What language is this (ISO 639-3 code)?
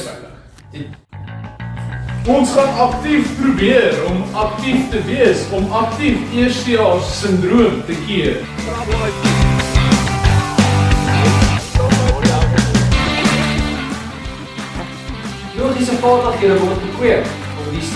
afr